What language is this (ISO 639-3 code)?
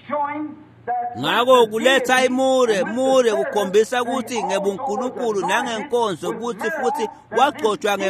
ssw